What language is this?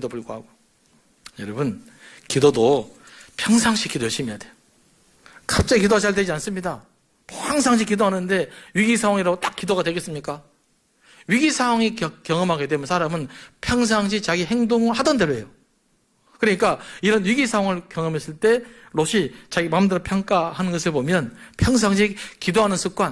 Korean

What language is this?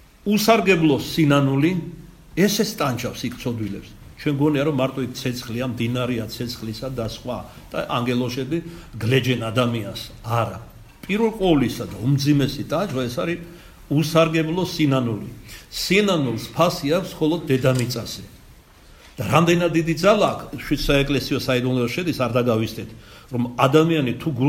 Georgian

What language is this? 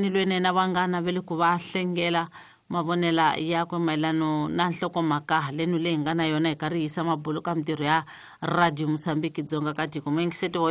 Tsonga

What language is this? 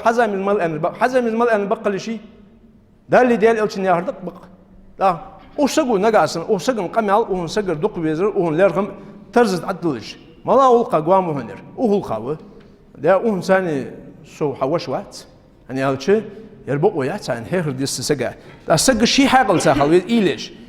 Ingush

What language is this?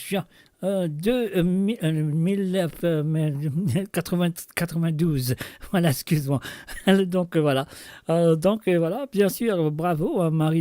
Morisyen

